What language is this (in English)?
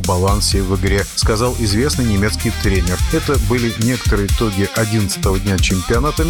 Russian